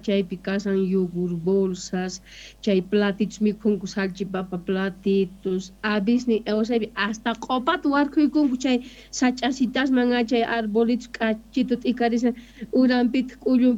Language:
South Bolivian Quechua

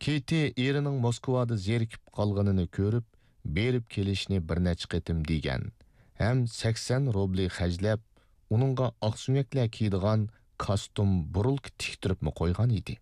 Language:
Uyghur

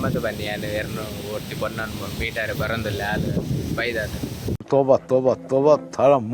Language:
Tulu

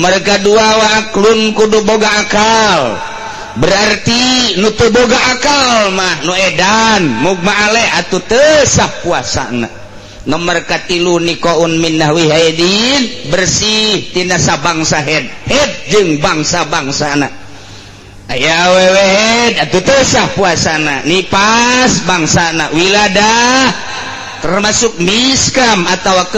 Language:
Sundanese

